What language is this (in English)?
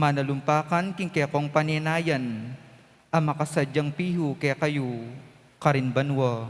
Pampanga